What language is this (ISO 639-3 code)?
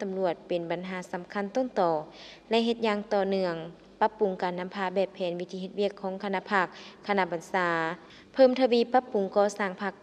lao